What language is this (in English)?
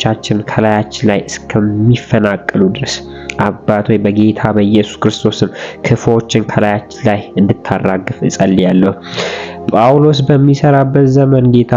Amharic